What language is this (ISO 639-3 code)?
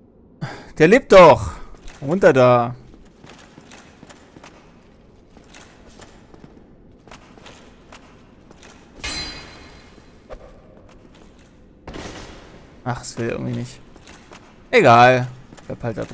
deu